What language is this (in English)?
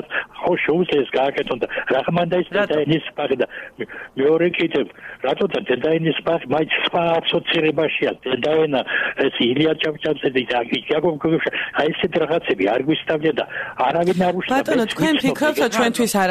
Georgian